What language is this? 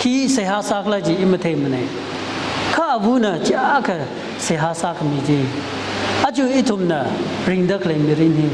Tangkhul Naga (India)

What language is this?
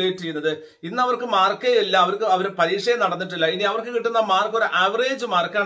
Malayalam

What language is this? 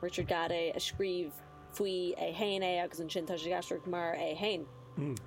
Irish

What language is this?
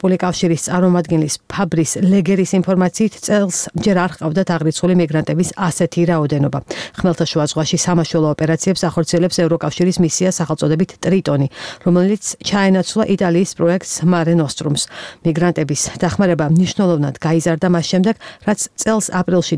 Georgian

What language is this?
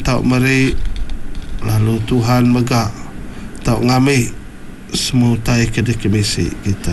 Iban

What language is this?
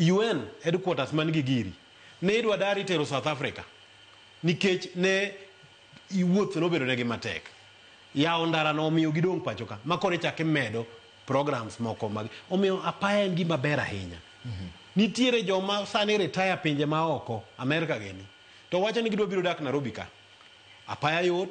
Luo (Kenya and Tanzania)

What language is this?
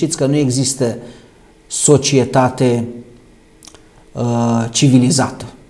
Romanian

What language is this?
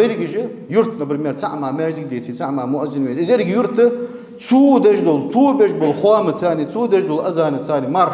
Ingush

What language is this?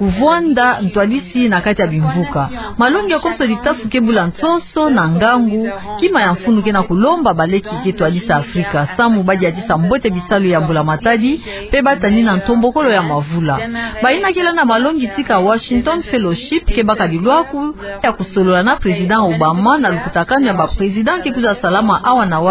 Kituba (Democratic Republic of Congo)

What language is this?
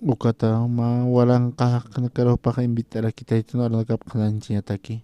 Aymara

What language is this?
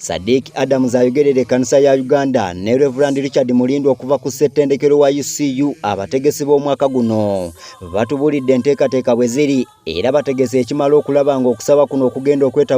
Ganda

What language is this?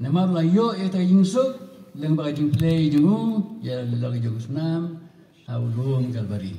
Khasi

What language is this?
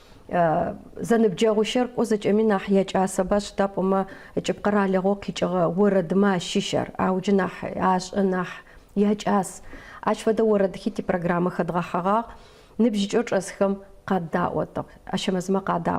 Adyghe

